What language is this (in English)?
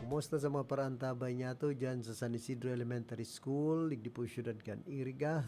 Bikol